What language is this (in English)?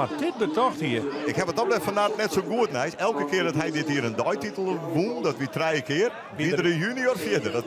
Western Frisian